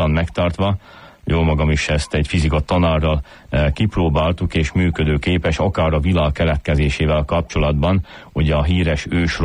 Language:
Hungarian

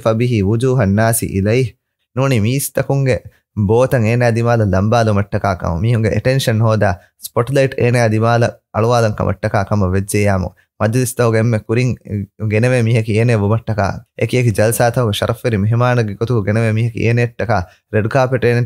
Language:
Divehi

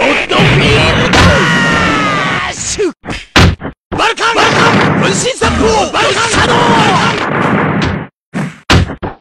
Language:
Japanese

